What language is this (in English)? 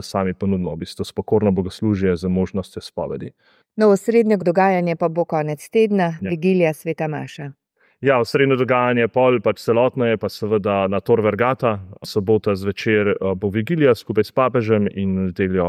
Slovenian